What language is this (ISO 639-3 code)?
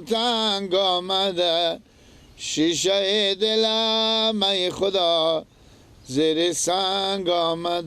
fas